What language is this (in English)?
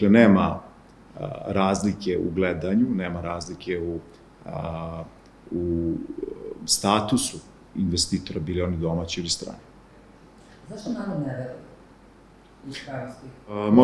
Serbian